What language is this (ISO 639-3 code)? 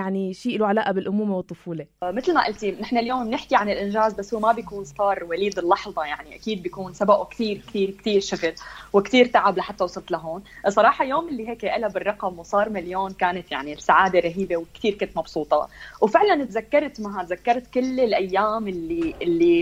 apc